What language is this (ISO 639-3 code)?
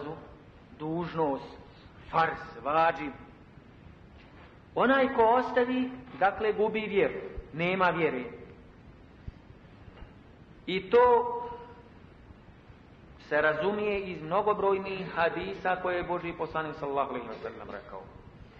bos